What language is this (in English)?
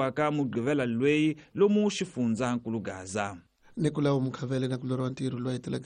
Tsonga